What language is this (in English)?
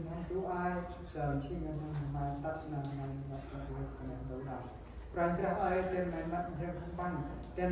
Central Mnong